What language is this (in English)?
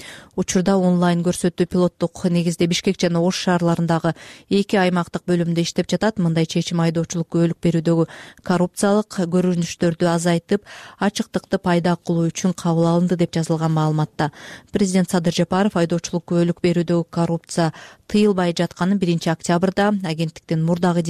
Kyrgyz